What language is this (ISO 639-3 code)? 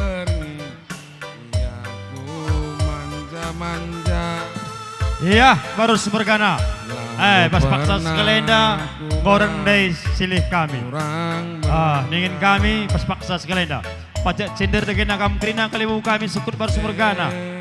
btx